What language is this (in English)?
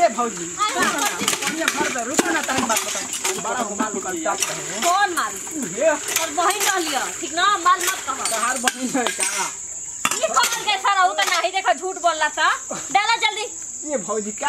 Bhojpuri